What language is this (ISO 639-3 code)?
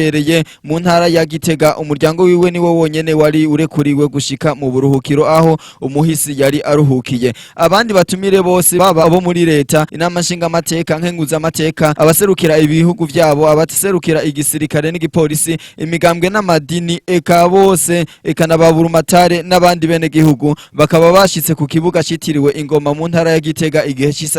run